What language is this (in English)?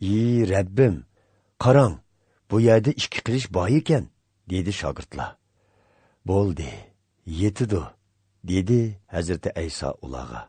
Uyghur